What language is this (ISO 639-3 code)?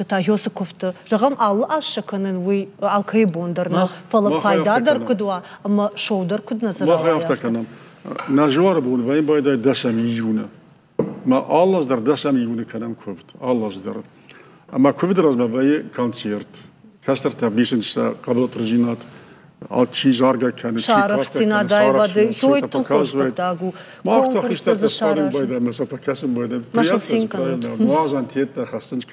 oss